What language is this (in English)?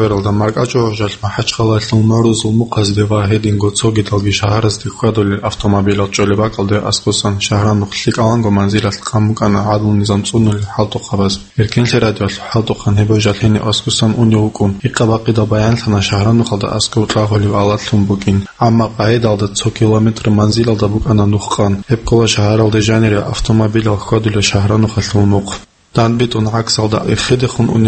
Avaric